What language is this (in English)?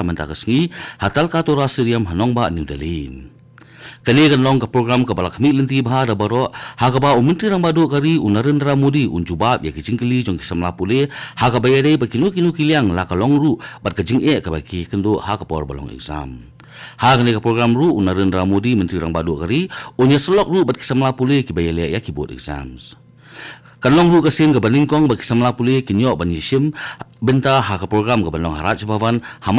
Khasi